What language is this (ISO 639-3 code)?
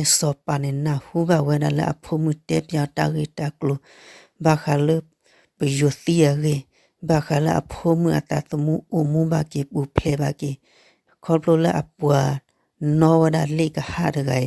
ksw